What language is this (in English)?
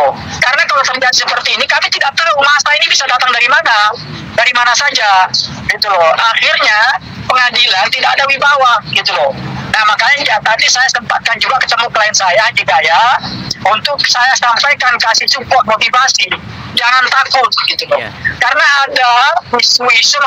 Indonesian